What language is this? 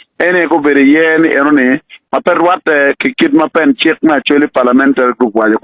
Acoli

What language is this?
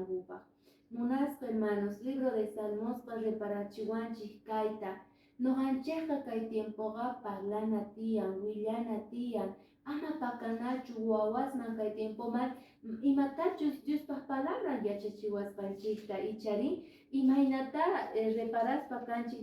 Quechua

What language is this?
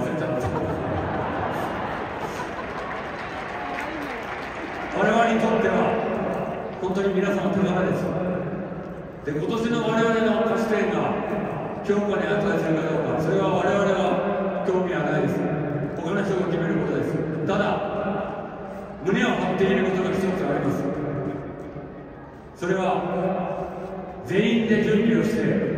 Japanese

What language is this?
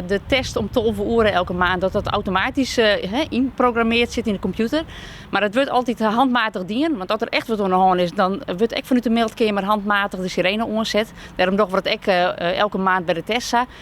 Western Frisian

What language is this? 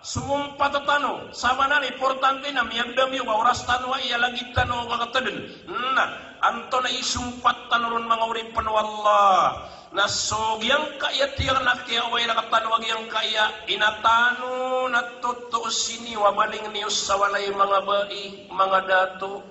Maranao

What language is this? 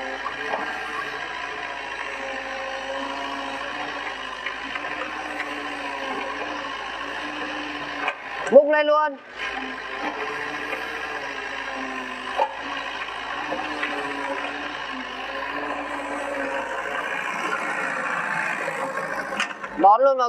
Vietnamese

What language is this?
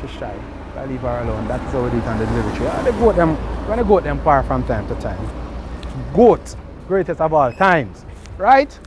Jamaican Creole English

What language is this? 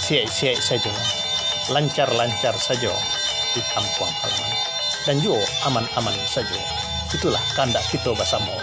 Minangkabau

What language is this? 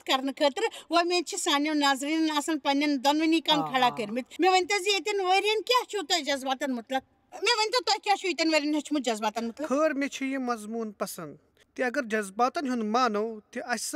Kashmiri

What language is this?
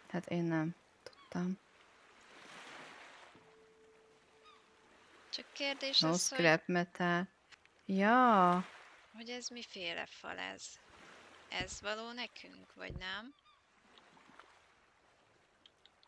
Hungarian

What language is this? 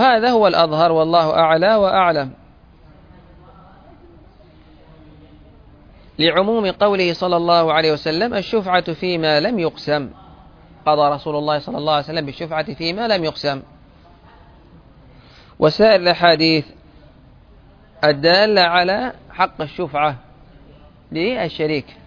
Arabic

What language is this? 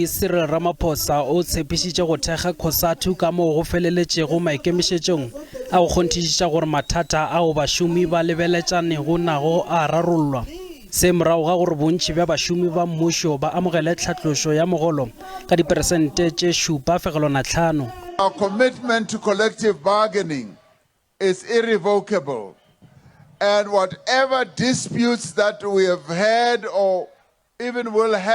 Northern Sotho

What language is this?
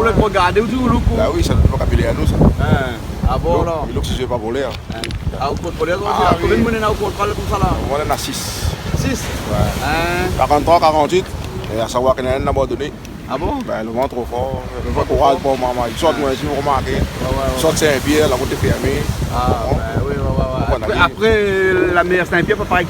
Réunion Creole French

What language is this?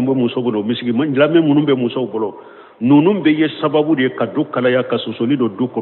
Bambara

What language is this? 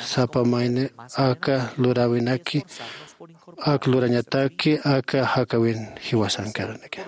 Aymara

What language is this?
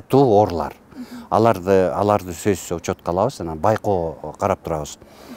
Kyrgyz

